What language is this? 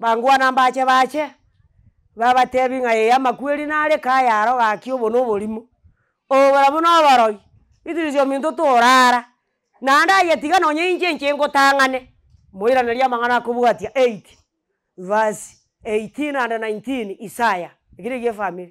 Gusii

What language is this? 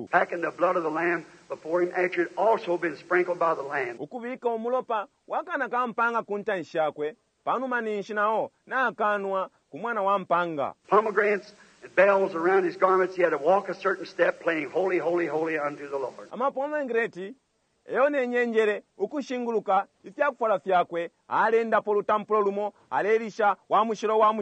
Bemba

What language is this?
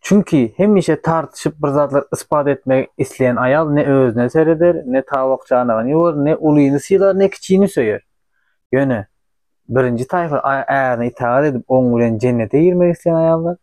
Turkmen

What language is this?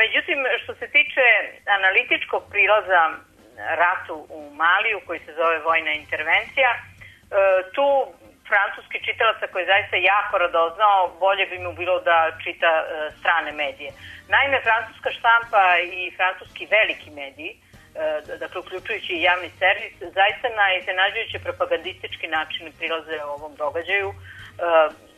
Serbian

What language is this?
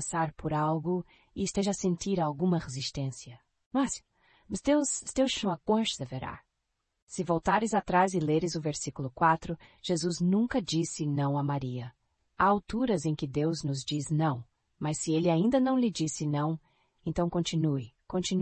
Portuguese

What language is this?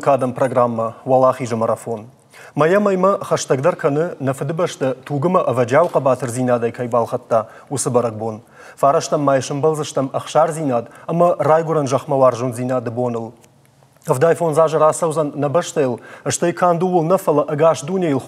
Ossetic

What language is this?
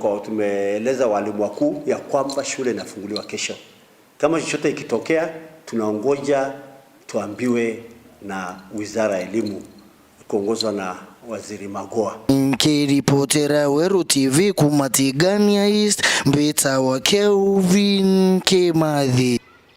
Meru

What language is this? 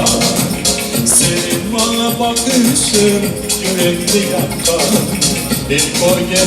Crimean Tatar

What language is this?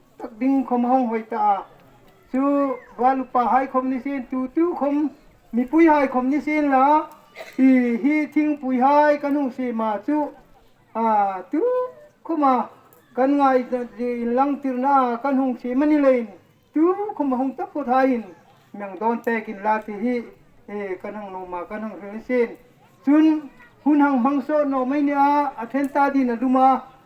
Hmar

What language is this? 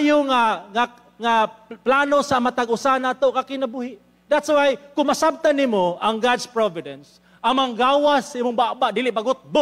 Cebuano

